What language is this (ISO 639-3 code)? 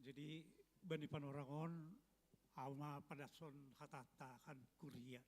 bts